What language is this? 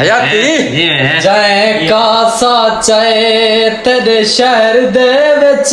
Saraiki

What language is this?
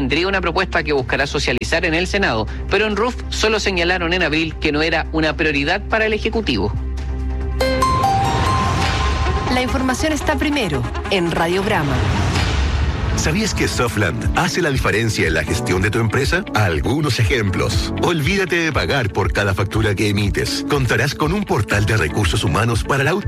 Spanish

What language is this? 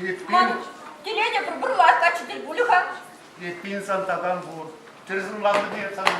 Chuvash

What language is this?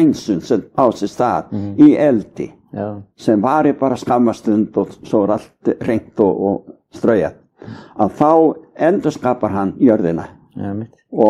Icelandic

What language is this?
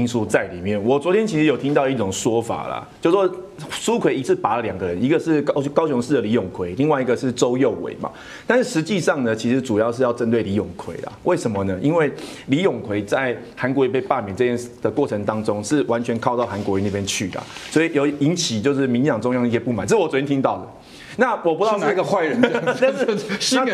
Chinese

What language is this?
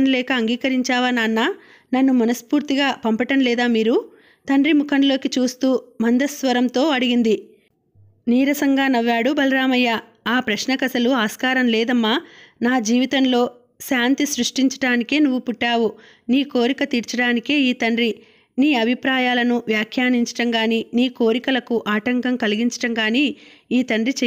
Telugu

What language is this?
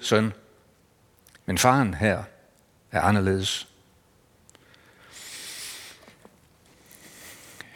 Danish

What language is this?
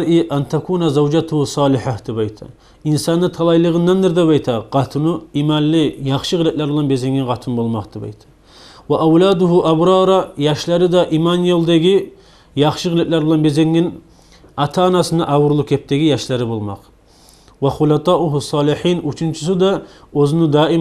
Kumyk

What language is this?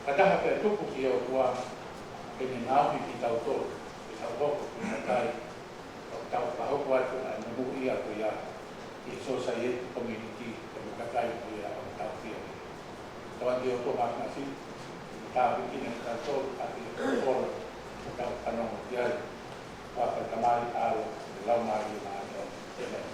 Tongan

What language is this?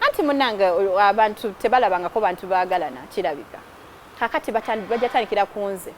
Ganda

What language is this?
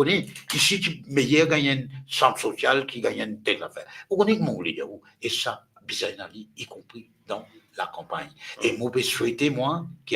Morisyen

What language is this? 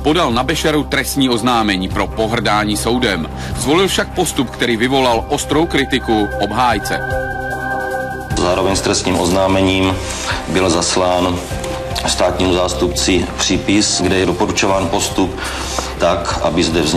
Czech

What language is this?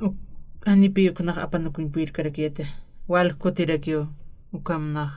Aymara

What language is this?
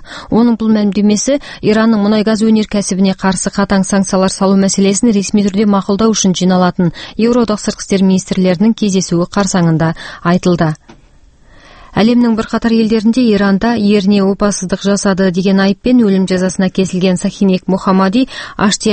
Kazakh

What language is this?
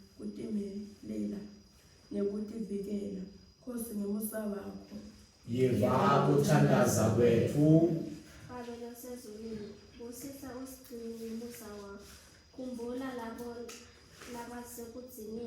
Swati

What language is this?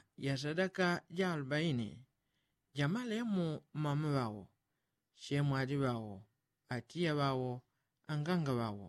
Yao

